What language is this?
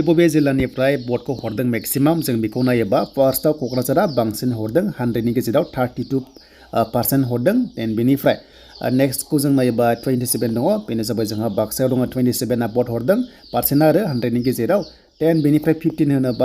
Bodo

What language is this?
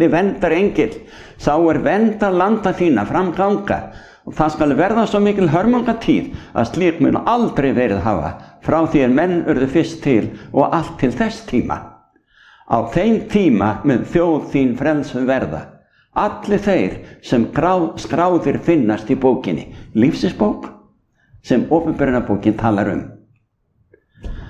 Icelandic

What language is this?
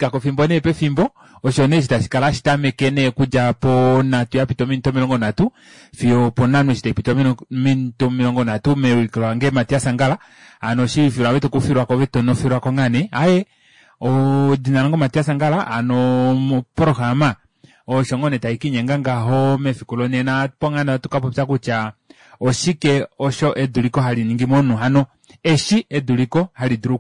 Kuanyama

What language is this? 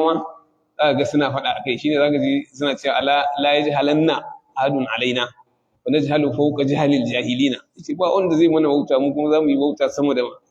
Hausa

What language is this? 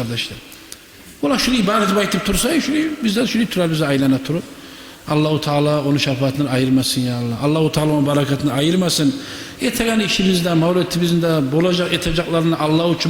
Kumyk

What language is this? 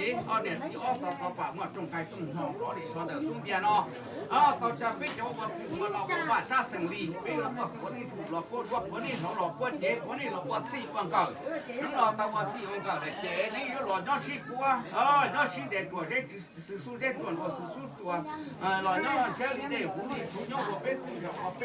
Hmong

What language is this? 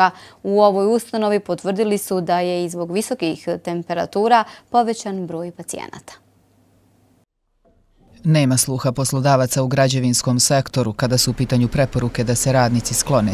Bosnian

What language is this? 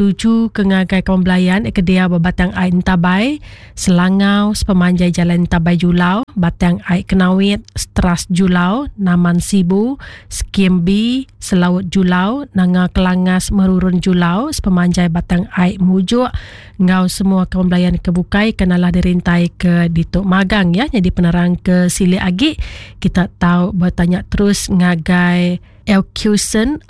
Iban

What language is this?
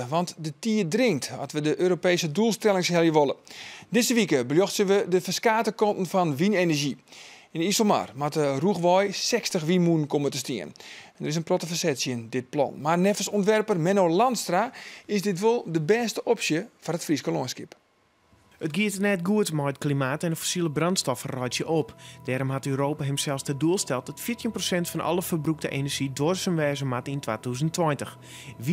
Western Frisian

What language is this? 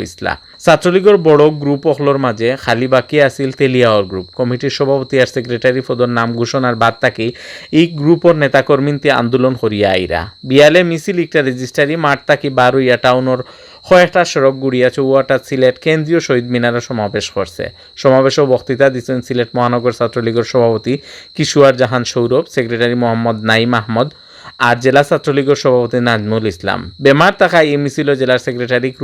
Sylheti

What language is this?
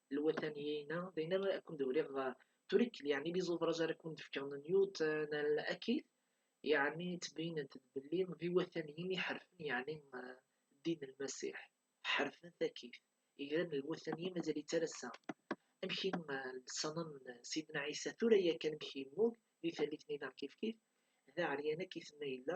Kabyle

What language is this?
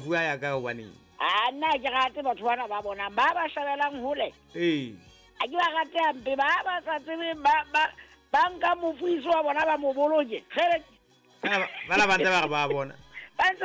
Southern Sotho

